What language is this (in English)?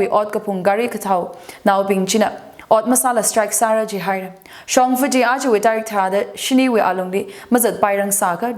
Tangkhul Naga (India)